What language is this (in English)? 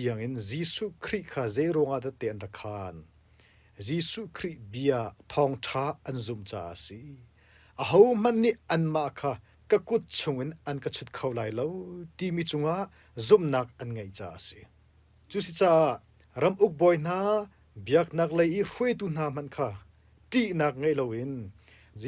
Hakha Chin